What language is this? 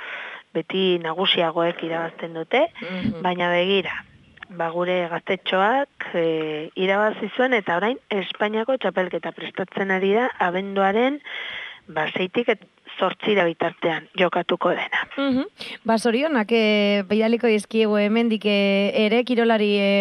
Basque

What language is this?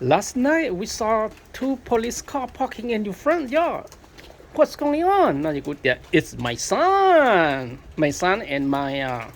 Hmong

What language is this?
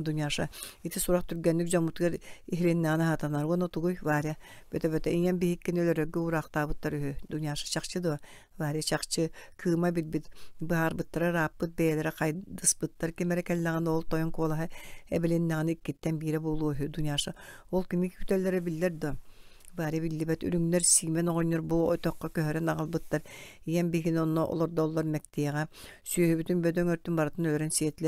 Yakut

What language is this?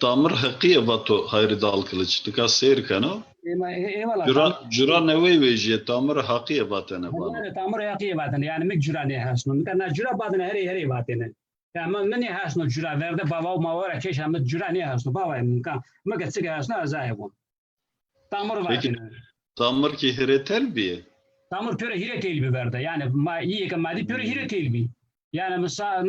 Zaza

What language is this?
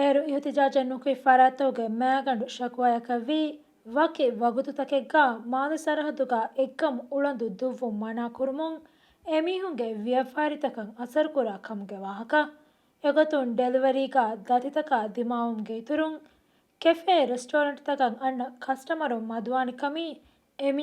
Divehi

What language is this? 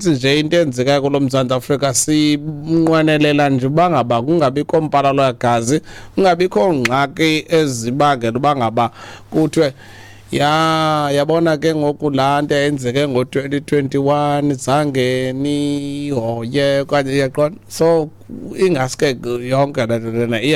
Xhosa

